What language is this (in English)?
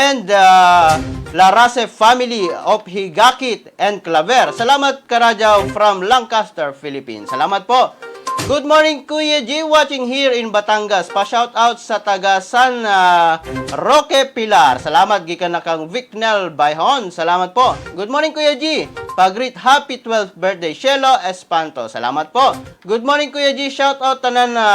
Cebuano